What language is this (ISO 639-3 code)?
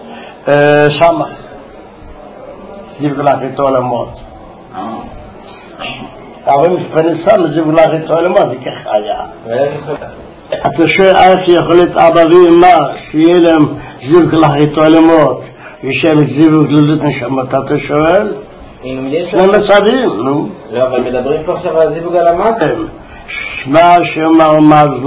heb